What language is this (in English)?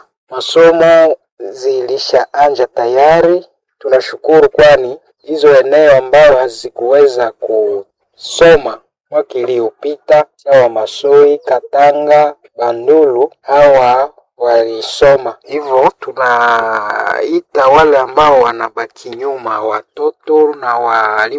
Swahili